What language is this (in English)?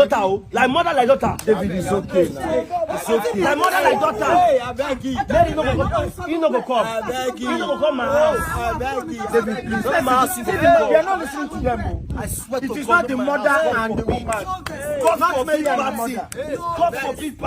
Nigerian Pidgin